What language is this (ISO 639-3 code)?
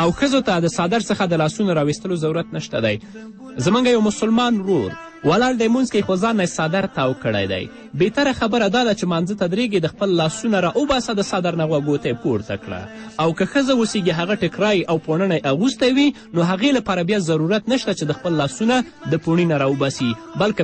pus